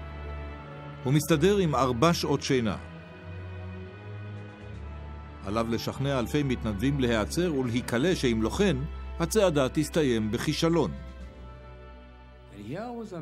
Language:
Hebrew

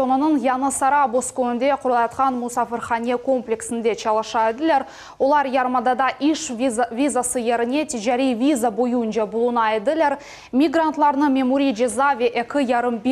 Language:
Crimean Tatar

